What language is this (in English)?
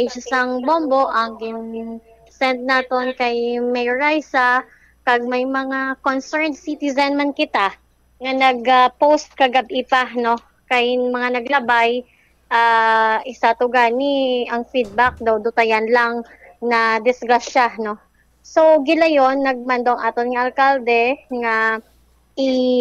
Hiligaynon